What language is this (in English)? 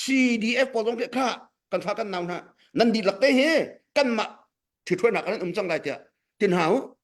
Hakha Chin